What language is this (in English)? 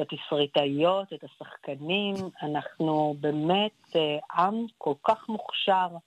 Hebrew